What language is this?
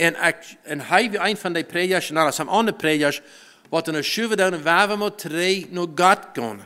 Plautdietsch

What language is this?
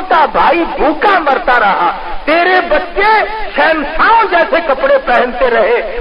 Urdu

